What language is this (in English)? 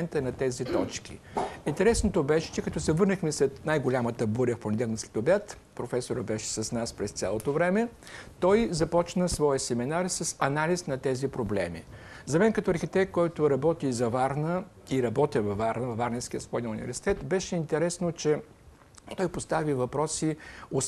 Bulgarian